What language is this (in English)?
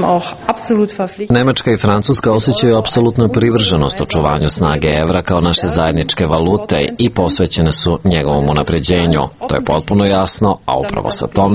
Serbian